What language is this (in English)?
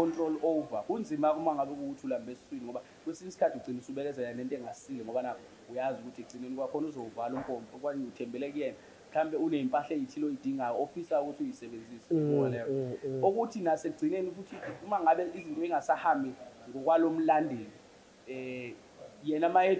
Zulu